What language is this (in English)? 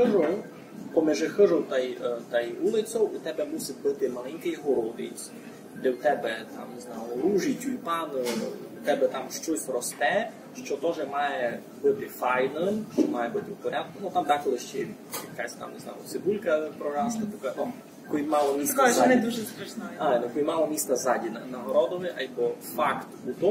Rusyn